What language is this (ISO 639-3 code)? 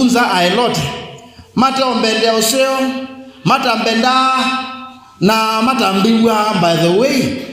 kam